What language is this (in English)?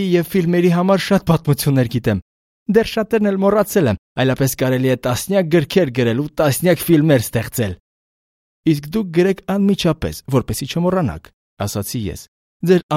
Armenian